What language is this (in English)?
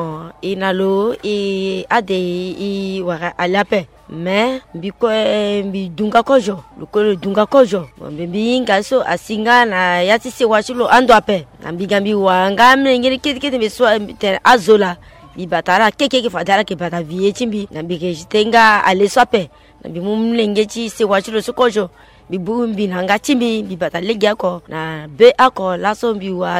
Sango